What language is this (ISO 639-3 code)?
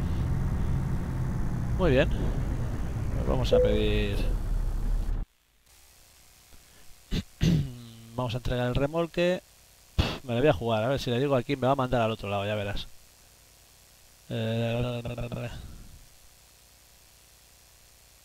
spa